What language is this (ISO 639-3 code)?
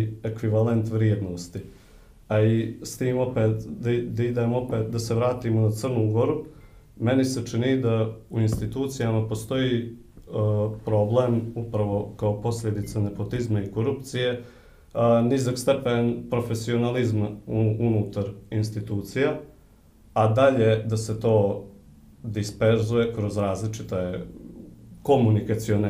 srp